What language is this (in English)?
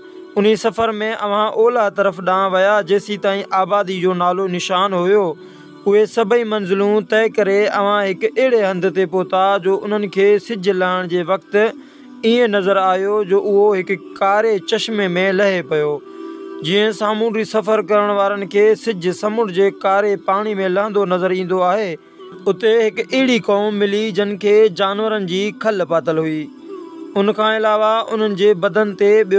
Sindhi